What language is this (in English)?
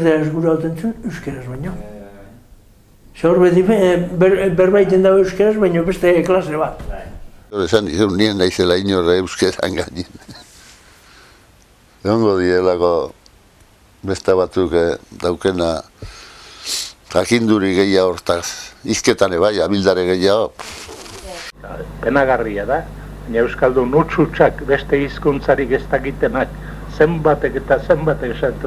Basque